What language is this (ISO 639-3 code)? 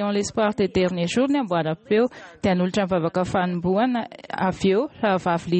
mlg